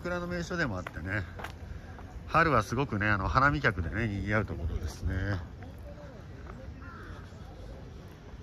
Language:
Japanese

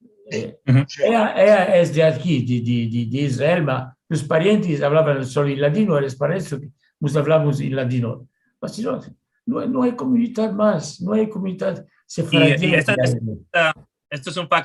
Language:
Ladino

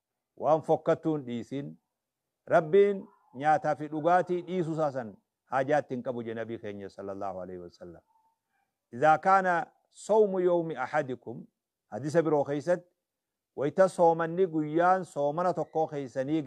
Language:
Oromo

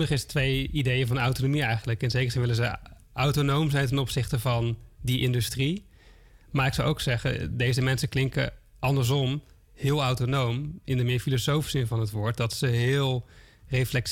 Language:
Dutch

